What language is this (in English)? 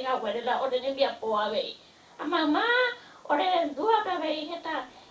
Guarani